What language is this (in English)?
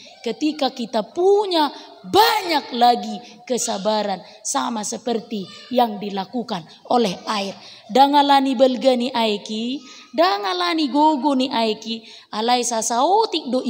Batak Toba